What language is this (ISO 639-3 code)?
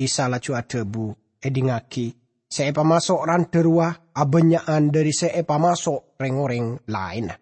mad